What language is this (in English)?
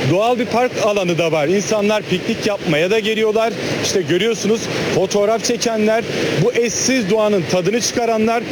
Turkish